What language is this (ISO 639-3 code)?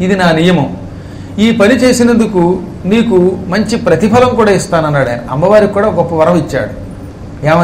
tel